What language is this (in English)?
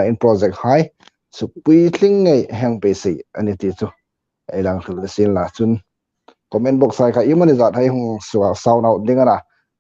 Hmar